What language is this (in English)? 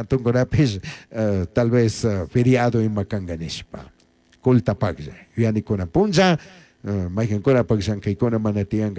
Chimborazo Highland Quichua